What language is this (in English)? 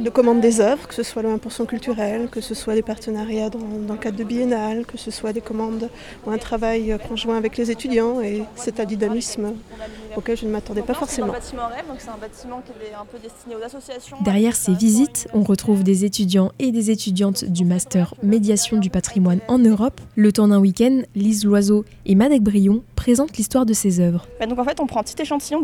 French